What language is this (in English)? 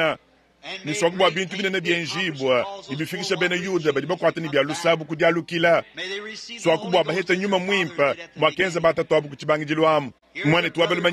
Luba-Lulua